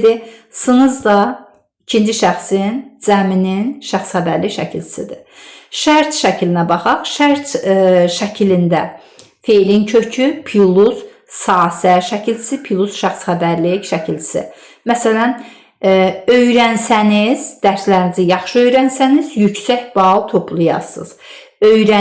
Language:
Azerbaijani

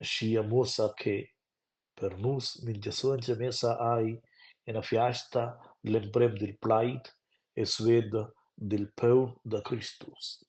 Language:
Romansh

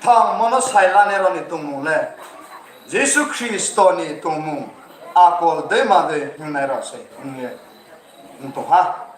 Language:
Riang (India)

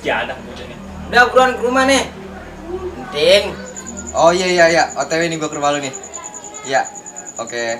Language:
Betawi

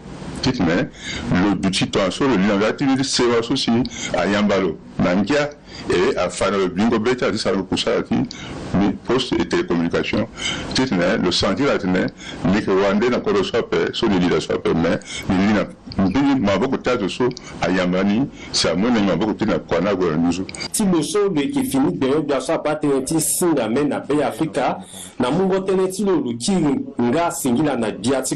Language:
Sango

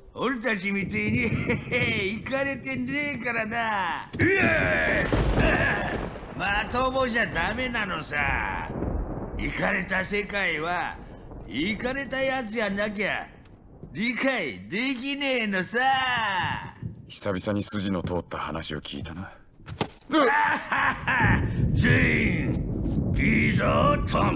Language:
Japanese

